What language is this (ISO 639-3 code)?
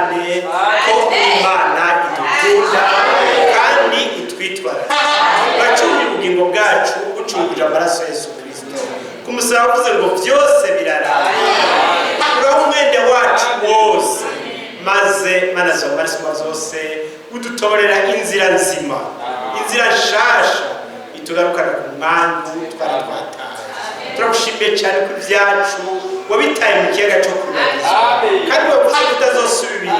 run